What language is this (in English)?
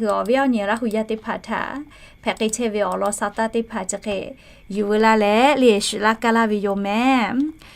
Lahu